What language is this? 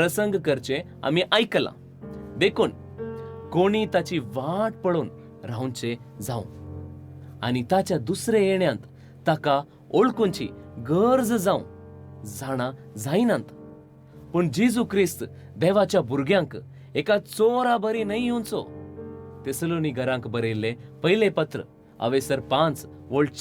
Konkani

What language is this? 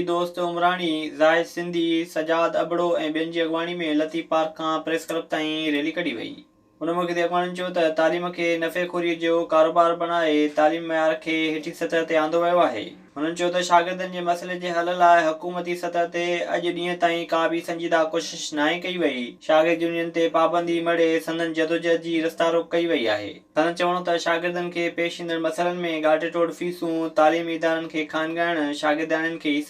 Sindhi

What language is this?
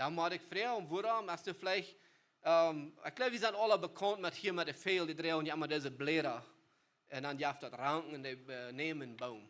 Plautdietsch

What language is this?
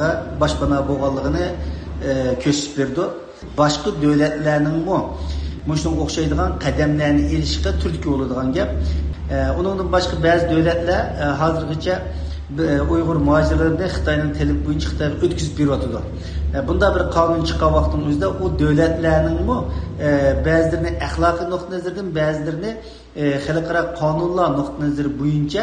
Uyghur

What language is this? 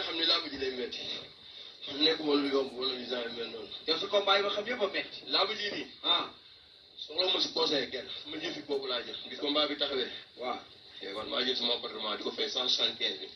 Wolof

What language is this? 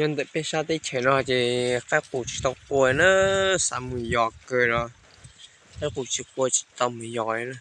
Hmong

